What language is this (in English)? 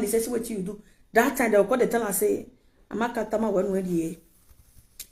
Nigerian Pidgin